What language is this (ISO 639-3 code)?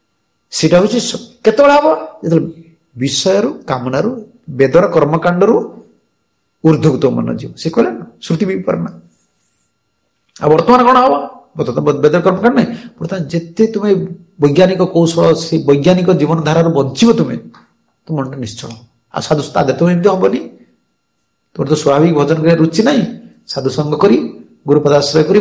ori